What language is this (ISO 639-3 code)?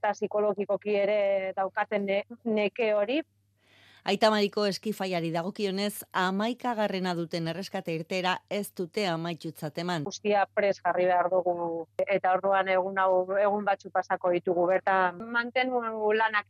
eus